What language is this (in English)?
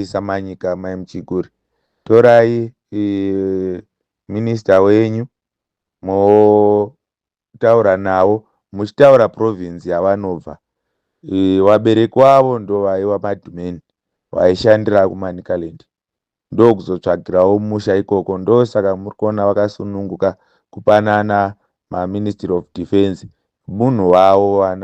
Shona